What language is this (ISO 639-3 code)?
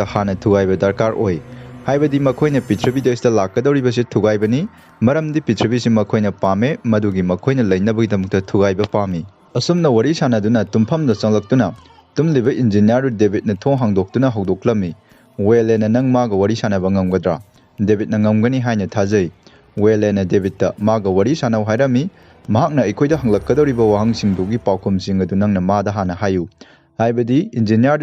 mni